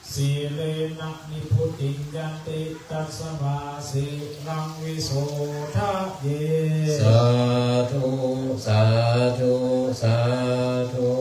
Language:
Pali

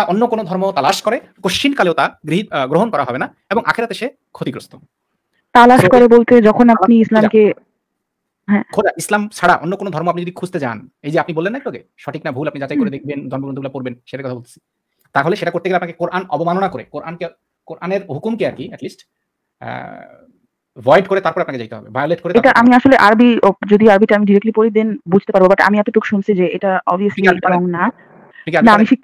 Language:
Bangla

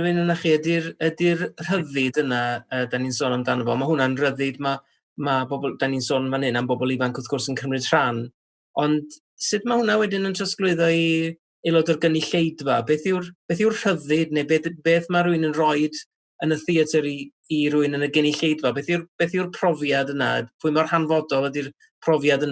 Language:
Welsh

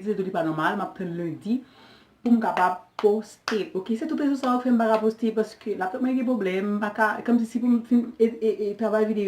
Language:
Haitian Creole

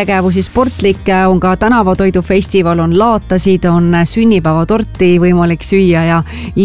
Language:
Estonian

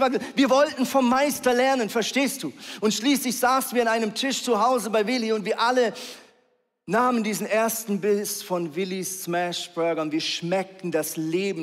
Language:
Swiss German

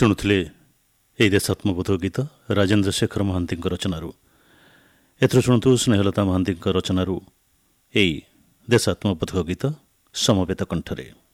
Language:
Odia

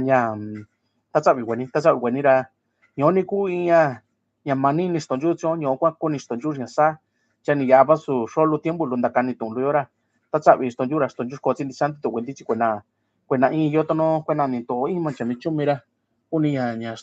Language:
Mixtepec Mixtec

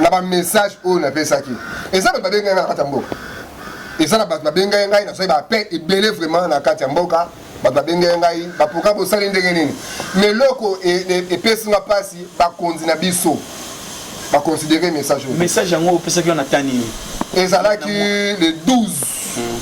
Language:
Lingala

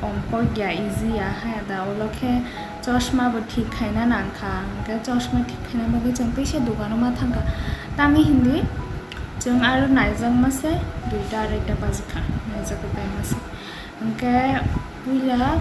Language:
Kok Borok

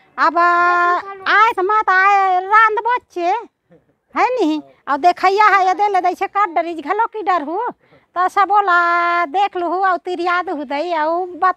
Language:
Chhattisgarhi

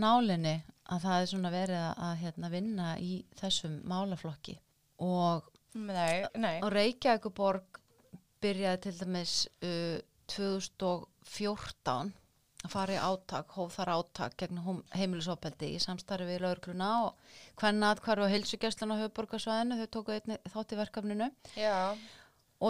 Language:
Icelandic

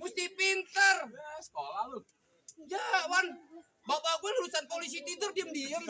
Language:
Betawi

